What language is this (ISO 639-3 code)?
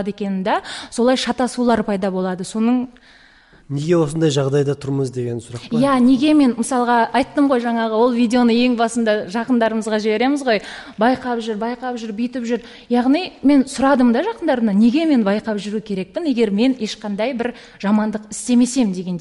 kaz